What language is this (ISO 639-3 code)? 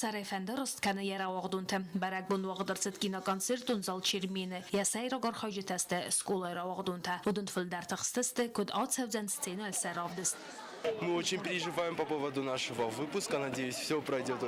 oss